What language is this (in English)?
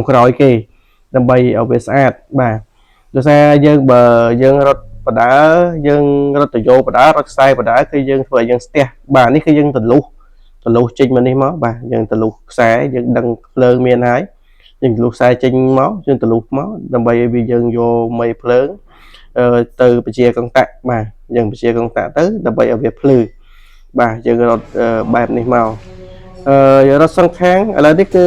Khmer